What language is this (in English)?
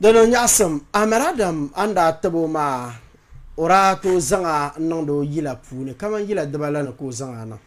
Dagbani